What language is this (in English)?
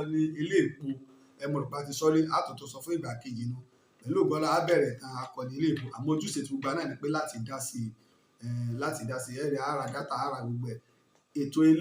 Yoruba